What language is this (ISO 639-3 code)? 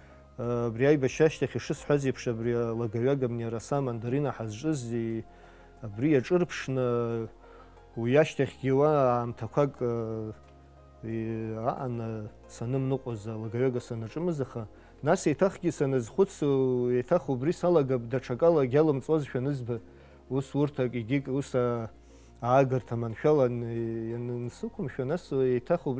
abk